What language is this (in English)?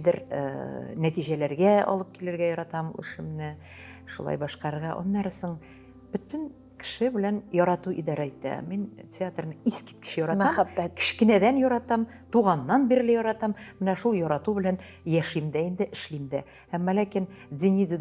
Tatar